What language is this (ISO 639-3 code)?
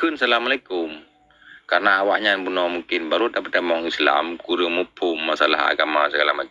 ace